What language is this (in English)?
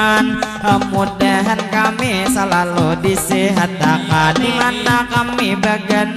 Banjar